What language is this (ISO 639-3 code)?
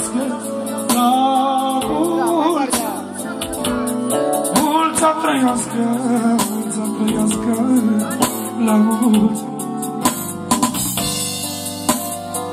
ron